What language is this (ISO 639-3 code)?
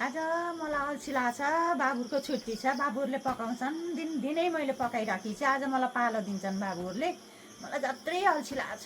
nep